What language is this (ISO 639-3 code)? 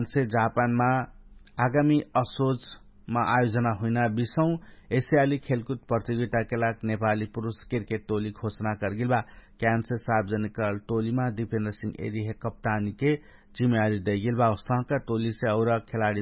thl